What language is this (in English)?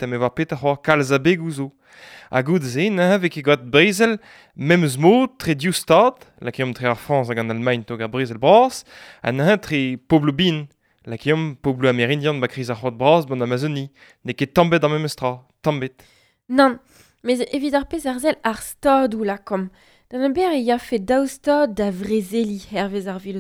Breton